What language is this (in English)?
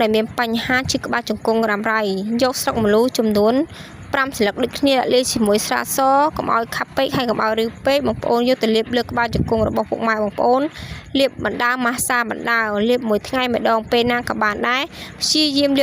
Khmer